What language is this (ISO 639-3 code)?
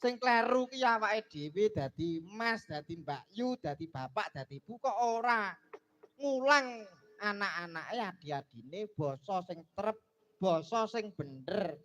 jav